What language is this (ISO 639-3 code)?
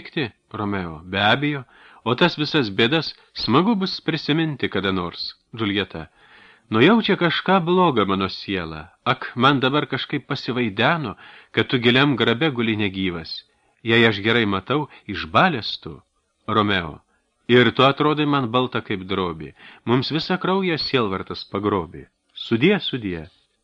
lit